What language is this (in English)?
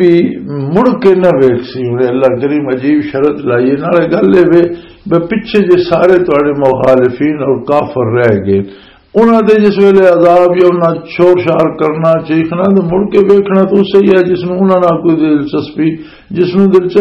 Western Panjabi